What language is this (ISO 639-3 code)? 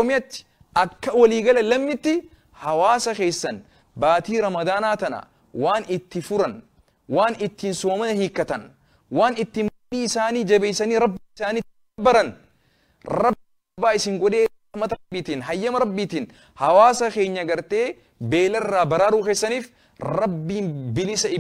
orm